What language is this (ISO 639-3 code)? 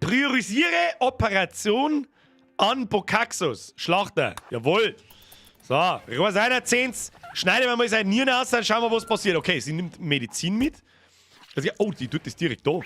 bar